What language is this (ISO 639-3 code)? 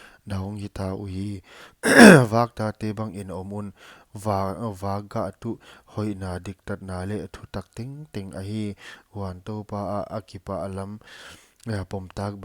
pck